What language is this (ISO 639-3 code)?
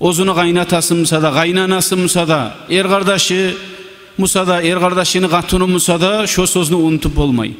kum